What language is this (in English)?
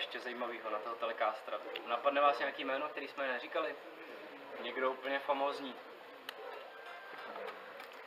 Czech